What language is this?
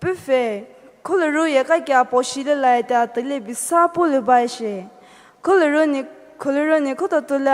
Poumei Naga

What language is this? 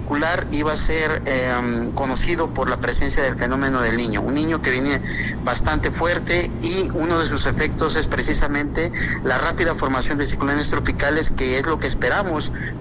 Spanish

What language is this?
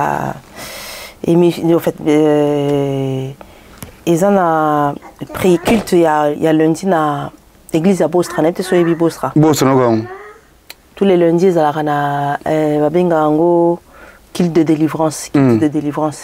Lingala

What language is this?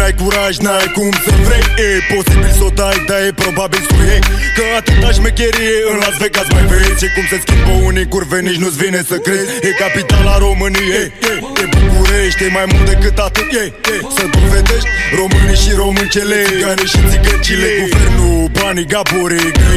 Romanian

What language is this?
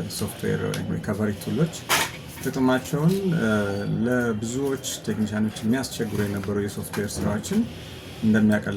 Amharic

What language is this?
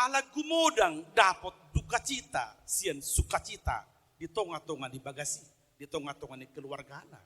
Batak Toba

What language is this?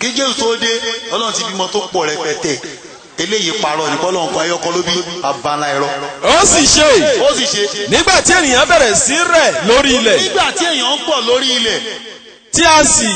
Yoruba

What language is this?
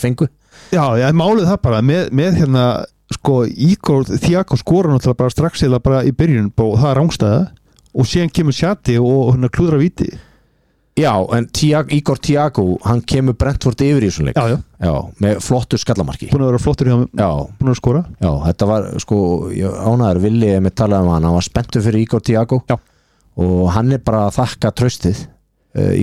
Icelandic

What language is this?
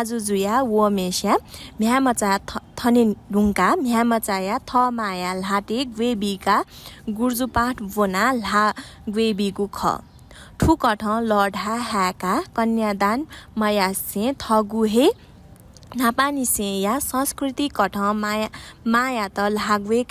Newari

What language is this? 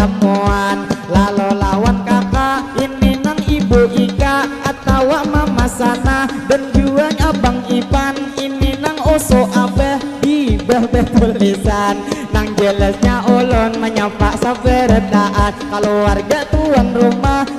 Banjar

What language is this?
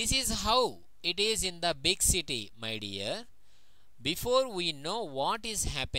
Telugu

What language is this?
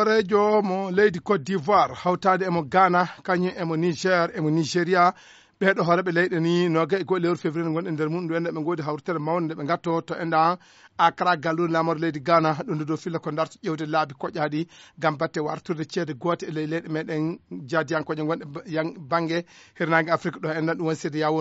Fula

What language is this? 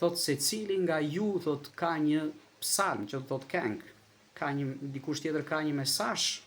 Albanian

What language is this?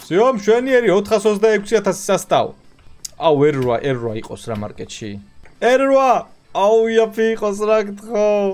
Georgian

